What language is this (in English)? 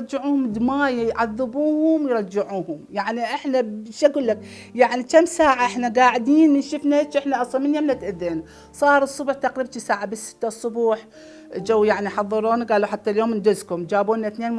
Mesopotamian Arabic